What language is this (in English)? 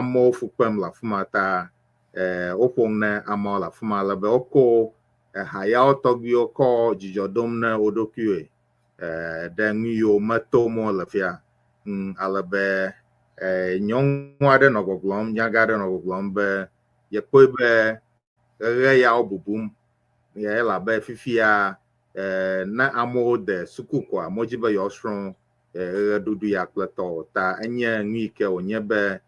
Ewe